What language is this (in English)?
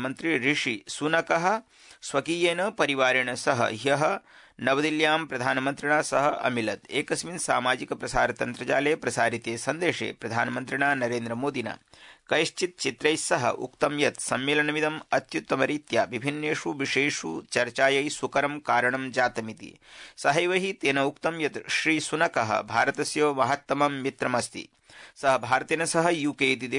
Sanskrit